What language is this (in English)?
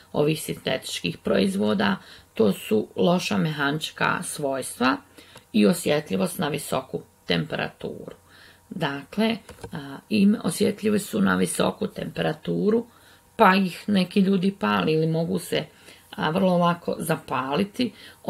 Croatian